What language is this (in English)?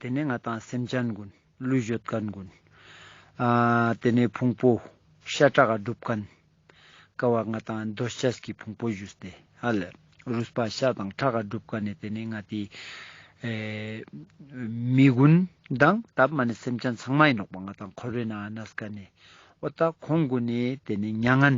Ladakhi